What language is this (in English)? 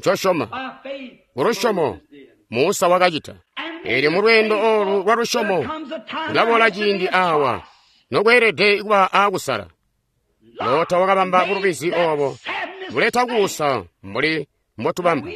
Tonga (Zambia)